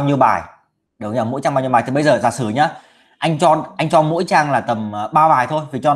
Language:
Vietnamese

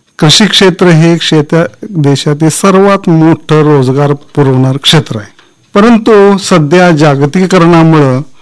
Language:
Marathi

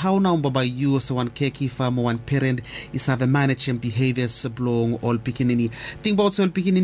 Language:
Bislama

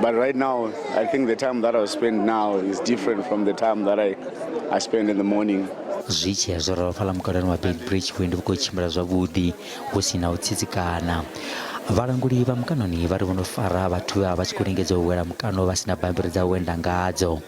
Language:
Venda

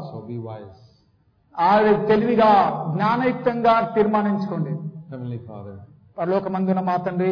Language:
Telugu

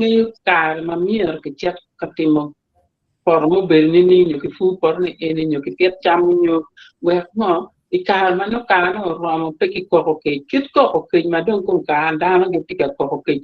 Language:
Acoli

